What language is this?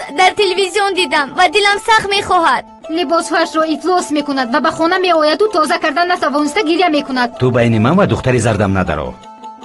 Tajik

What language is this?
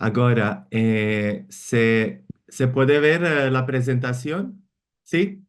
Ladino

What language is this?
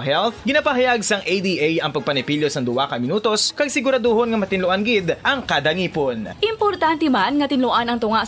Hiligaynon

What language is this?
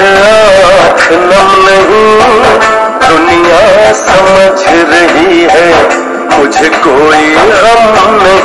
Hindi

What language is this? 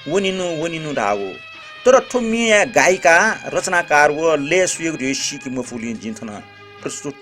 Newari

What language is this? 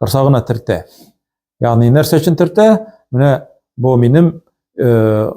Tatar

